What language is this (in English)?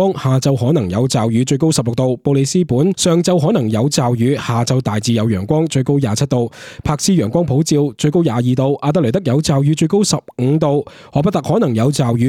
Cantonese